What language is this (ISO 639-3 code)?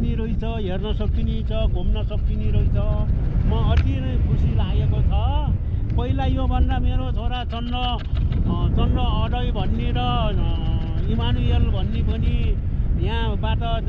nep